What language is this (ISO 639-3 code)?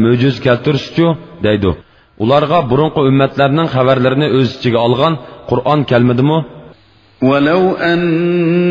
uig